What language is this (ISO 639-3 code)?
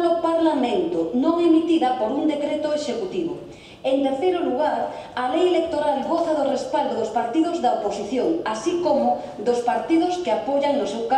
glg